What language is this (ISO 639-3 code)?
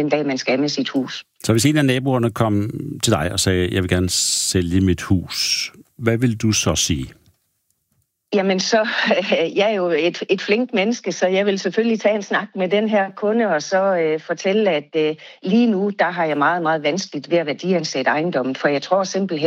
dan